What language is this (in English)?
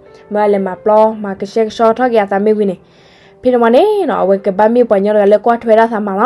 S'gaw Karen